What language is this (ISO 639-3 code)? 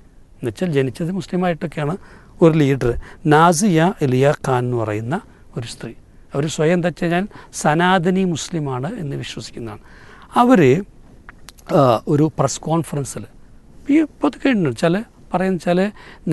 mal